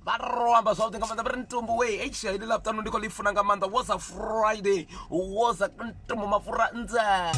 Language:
Venda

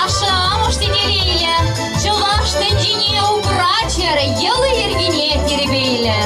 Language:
Chuvash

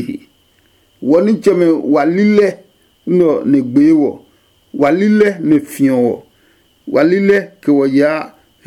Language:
Adangme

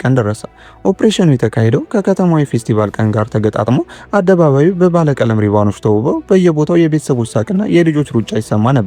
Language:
Amharic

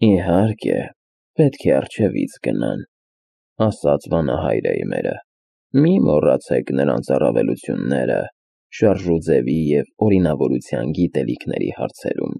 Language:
Armenian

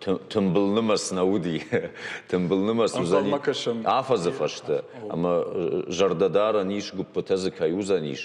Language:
Ossetic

